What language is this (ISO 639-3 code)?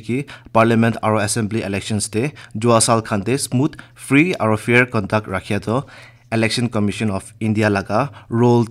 nag